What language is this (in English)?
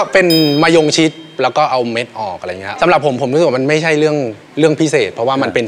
Thai